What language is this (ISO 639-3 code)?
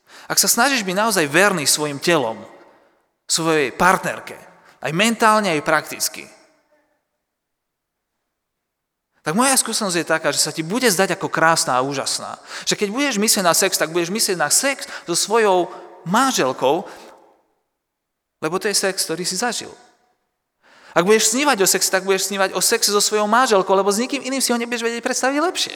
slk